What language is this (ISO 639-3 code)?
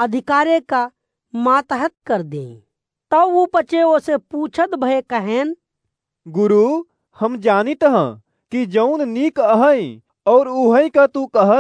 awa